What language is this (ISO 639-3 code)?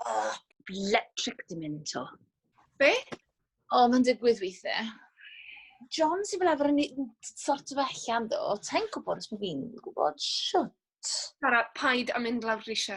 cym